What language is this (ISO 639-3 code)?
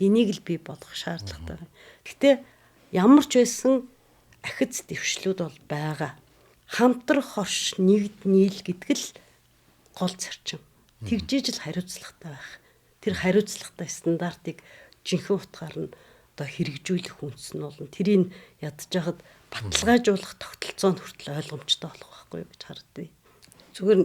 mon